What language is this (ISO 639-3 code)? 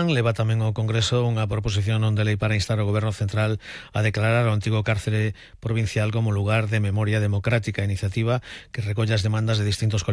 glg